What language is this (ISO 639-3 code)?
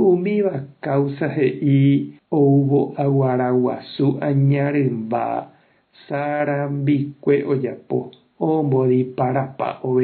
grn